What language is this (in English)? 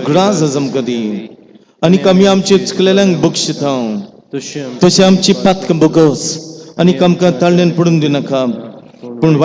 Konkani